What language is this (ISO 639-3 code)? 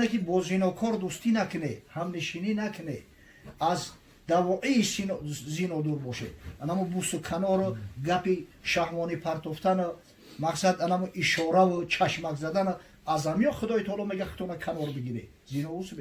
tgk